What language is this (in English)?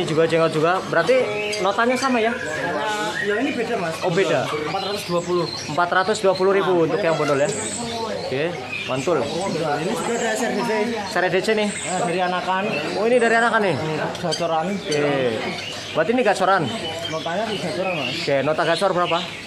Indonesian